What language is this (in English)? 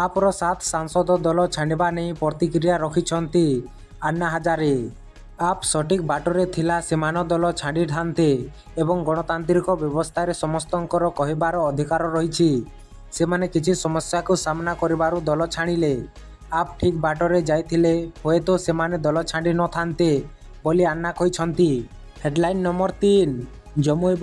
Odia